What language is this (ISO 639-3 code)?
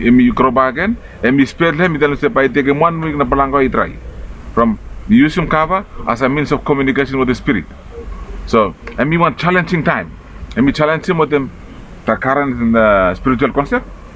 bis